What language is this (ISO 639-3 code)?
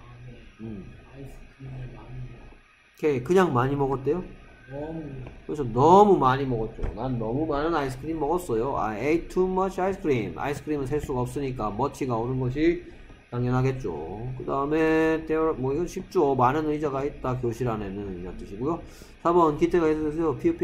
kor